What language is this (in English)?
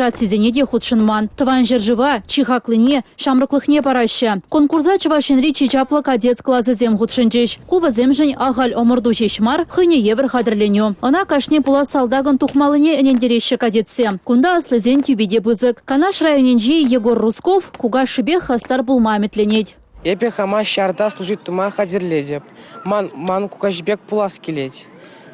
Chuvash